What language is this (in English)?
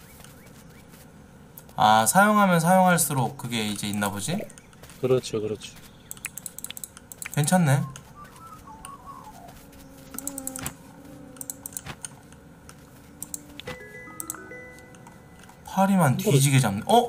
Korean